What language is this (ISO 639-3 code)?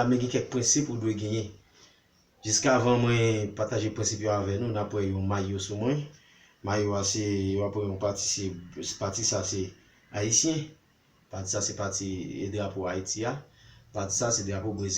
hat